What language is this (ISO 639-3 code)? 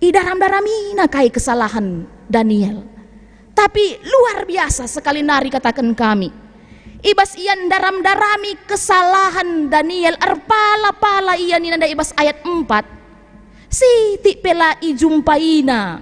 btx